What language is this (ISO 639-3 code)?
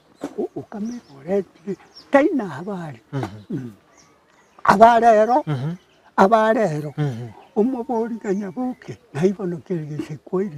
guz